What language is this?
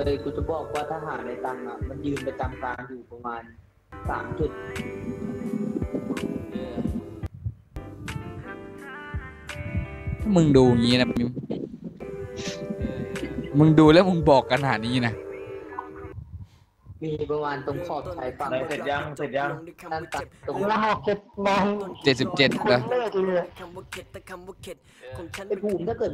Thai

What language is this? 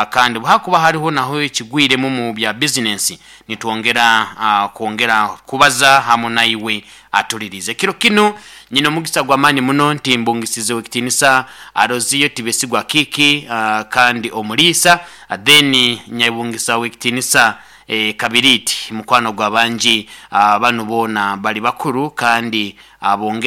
Nyoro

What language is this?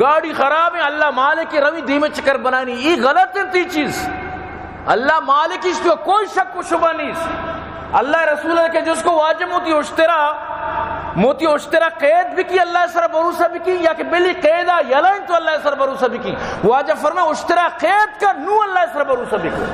Baluchi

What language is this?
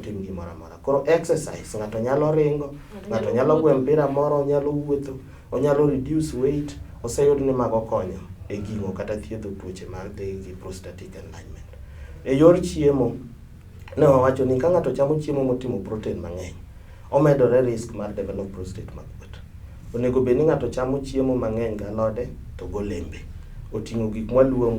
Luo (Kenya and Tanzania)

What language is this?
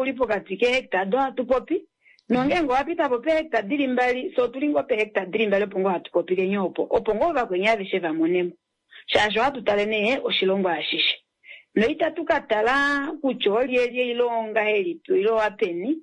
Kuanyama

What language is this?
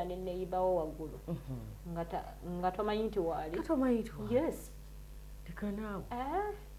Ganda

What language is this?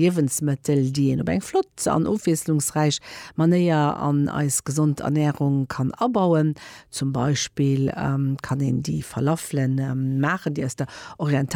Luxembourgish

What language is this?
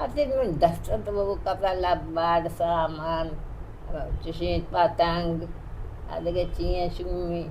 Baluchi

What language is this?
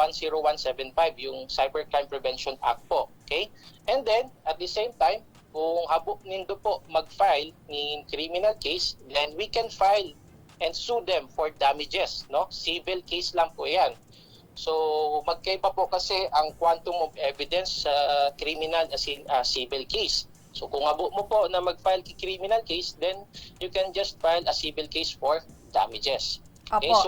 Bikol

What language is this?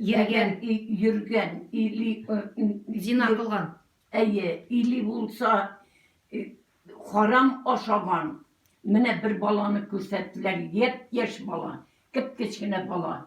Tatar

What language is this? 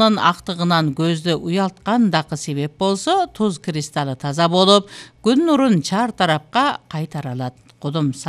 Kyrgyz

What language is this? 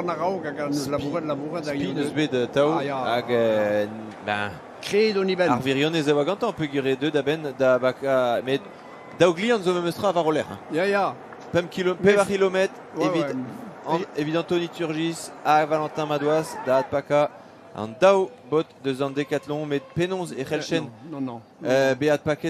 Breton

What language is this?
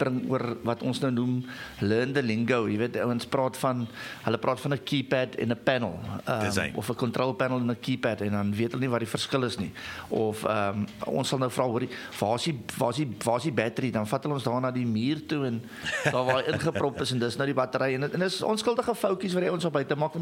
Afrikaans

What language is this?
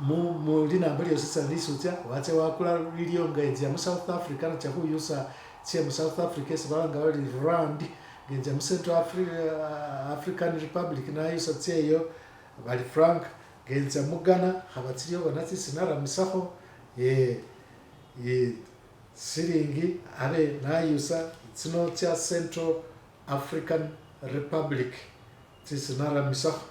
Masaaba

